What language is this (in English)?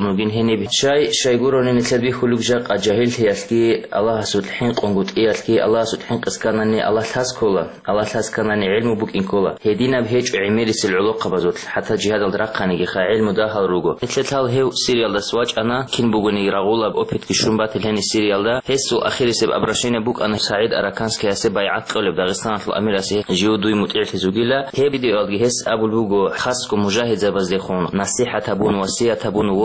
Avaric